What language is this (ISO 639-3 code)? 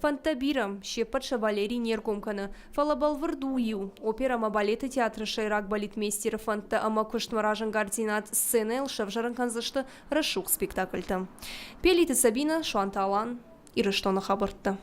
oss